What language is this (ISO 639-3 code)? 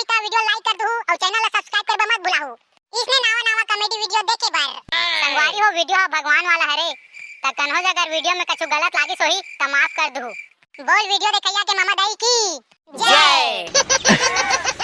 hne